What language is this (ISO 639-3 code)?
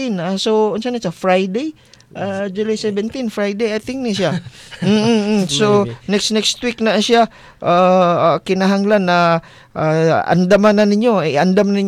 ceb